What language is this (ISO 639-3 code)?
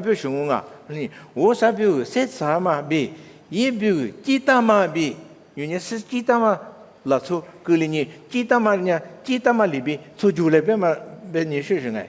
lis